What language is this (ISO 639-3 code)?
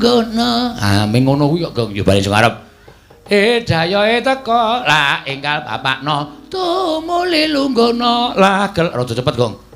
jav